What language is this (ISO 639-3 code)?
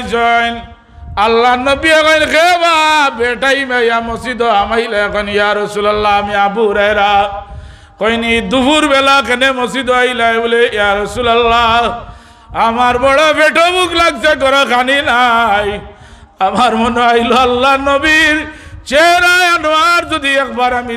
syl